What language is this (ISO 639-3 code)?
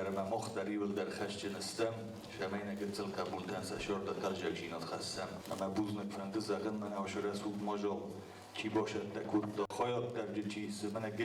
oss